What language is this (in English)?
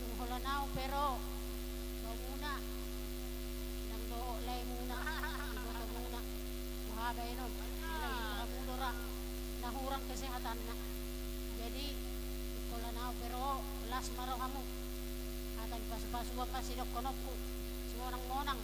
Batak Toba